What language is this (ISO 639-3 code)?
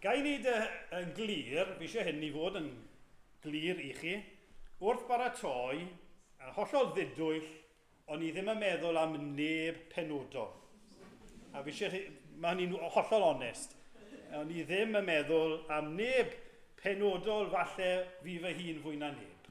cym